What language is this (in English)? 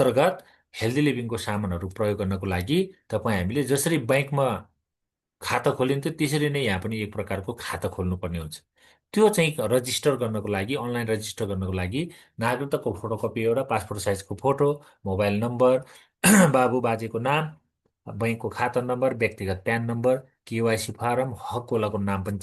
Nepali